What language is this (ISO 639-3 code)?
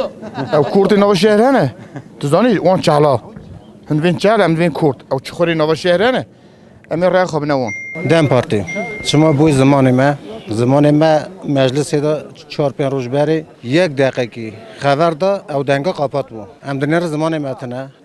kur